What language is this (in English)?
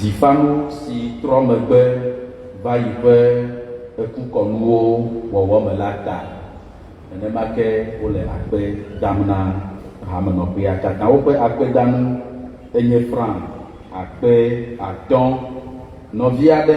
Ewe